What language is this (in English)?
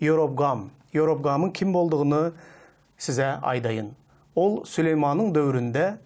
Turkmen